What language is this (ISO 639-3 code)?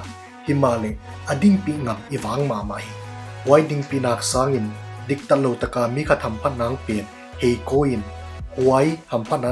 pck